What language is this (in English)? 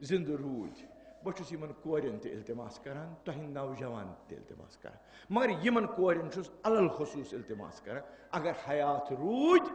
Kashmiri